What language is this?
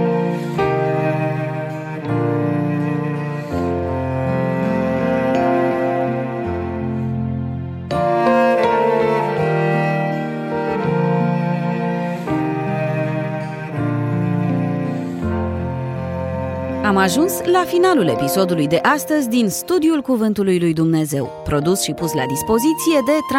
Romanian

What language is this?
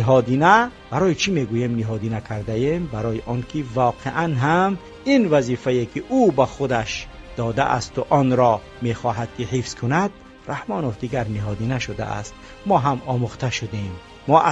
Tajik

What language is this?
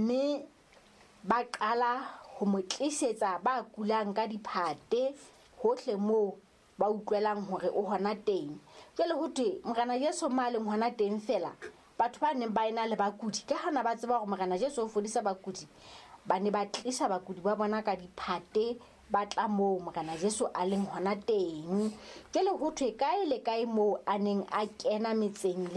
Southern Sotho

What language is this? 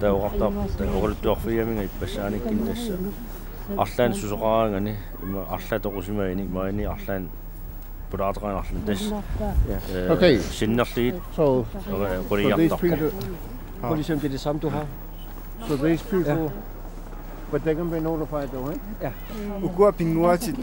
Kalaallisut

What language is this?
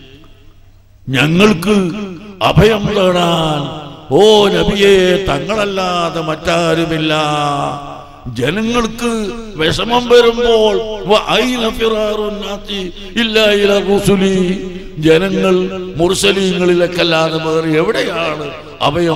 Malayalam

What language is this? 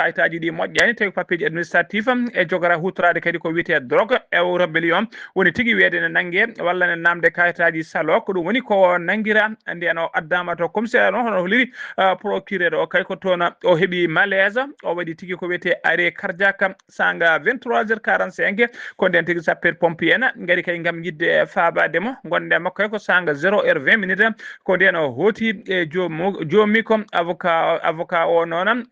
Fula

